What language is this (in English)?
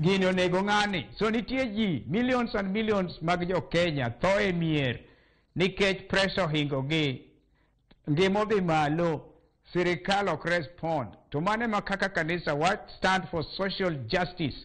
Luo (Kenya and Tanzania)